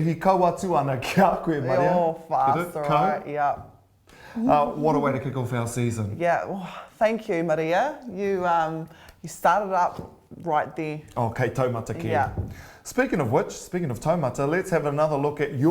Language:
Māori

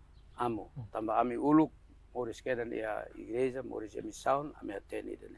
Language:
Tetum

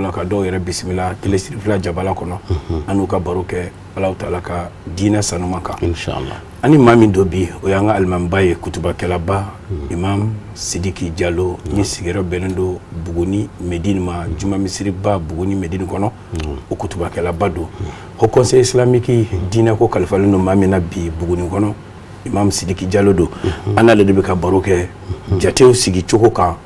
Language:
Bambara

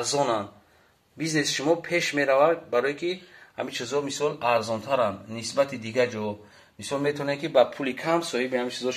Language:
Tajik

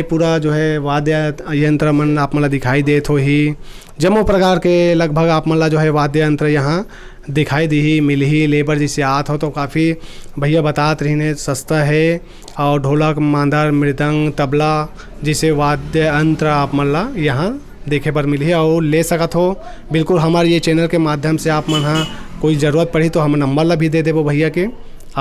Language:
Chhattisgarhi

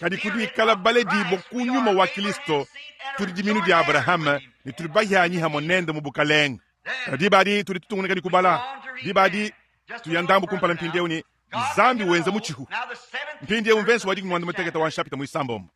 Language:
Luba-Lulua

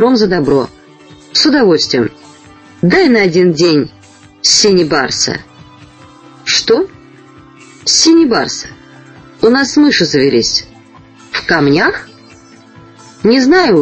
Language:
Russian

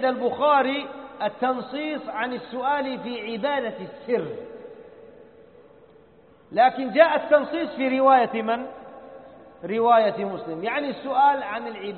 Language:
Arabic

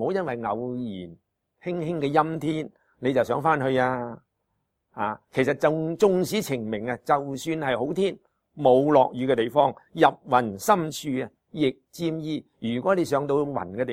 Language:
Cantonese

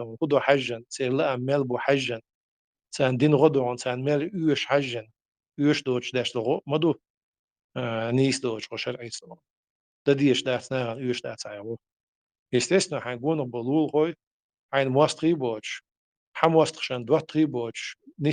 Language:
Chechen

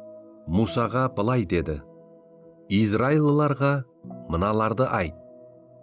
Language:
Kara-Kalpak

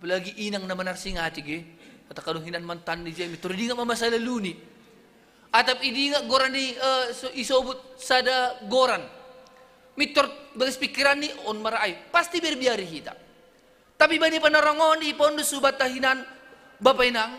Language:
Batak Simalungun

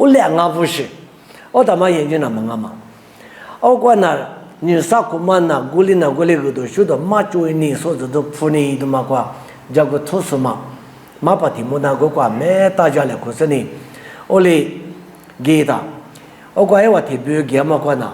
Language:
Lisu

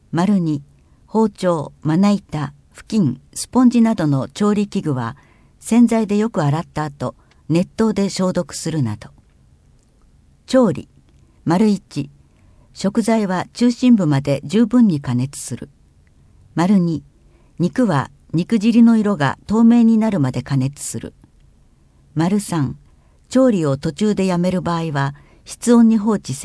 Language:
Japanese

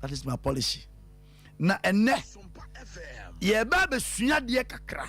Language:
Akan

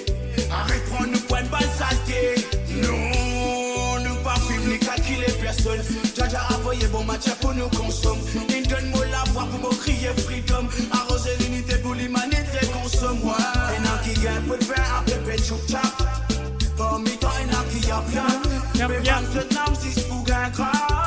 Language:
Morisyen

